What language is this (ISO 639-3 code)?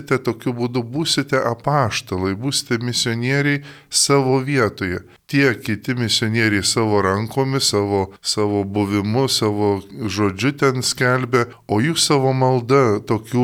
lit